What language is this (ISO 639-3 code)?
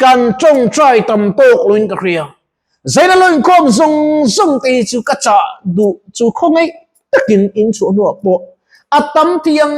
lus